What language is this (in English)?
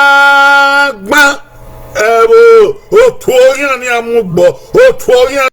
Bini